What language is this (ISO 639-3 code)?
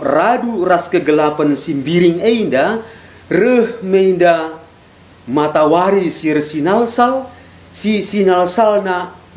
btx